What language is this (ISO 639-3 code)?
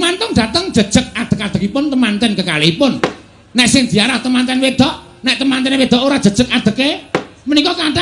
jav